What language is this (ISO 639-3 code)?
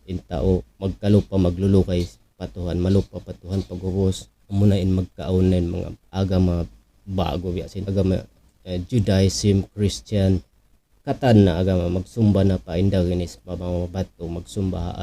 tsg